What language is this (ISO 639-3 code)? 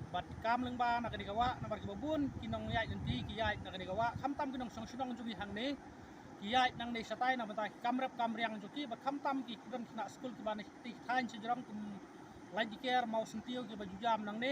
kha